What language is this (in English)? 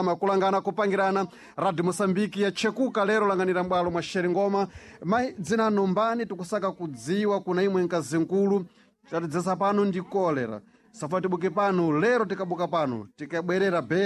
Sena